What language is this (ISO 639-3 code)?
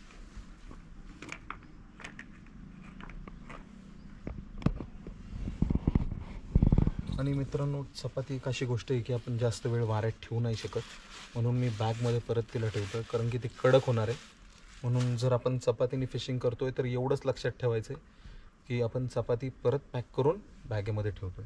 mar